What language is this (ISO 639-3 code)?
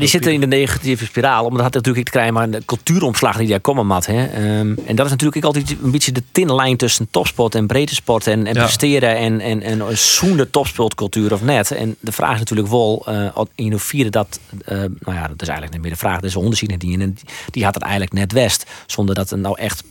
fry